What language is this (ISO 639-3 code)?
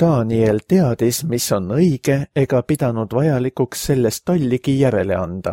est